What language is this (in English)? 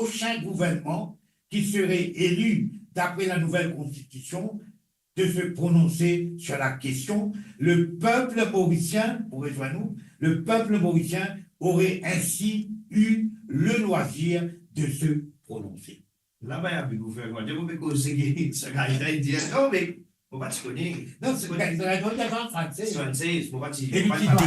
Morisyen